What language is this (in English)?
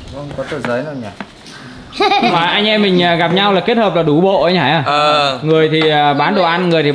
Vietnamese